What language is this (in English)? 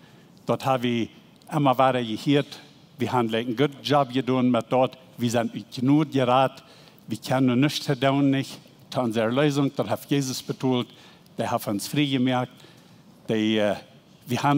Plautdietsch